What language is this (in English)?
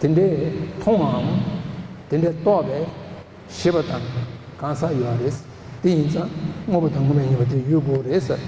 Tibetan